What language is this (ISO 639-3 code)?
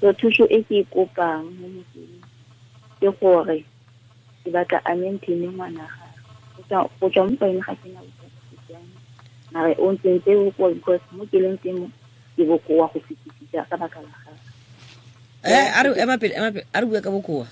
tsn